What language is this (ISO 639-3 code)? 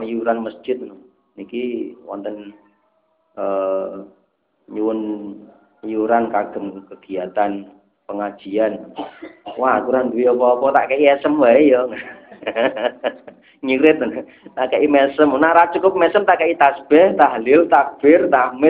jav